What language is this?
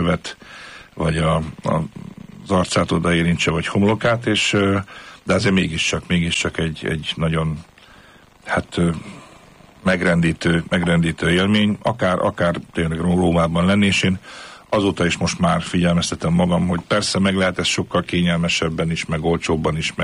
Hungarian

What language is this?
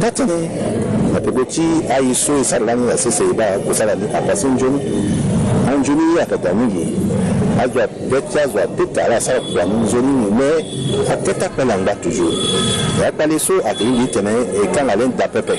Sango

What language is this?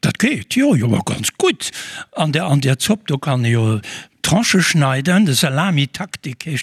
Luxembourgish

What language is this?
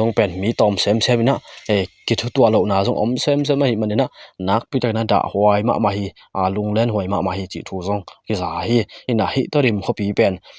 Tedim Chin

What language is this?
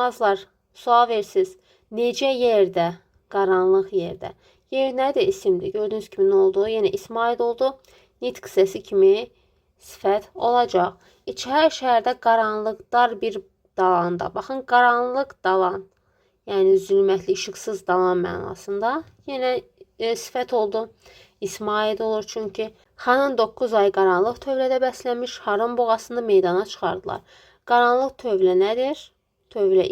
Azerbaijani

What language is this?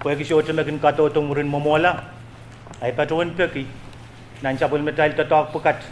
Pohnpeian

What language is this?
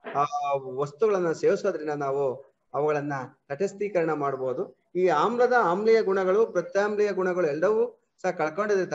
Kannada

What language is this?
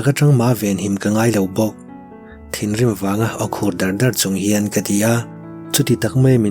Mizo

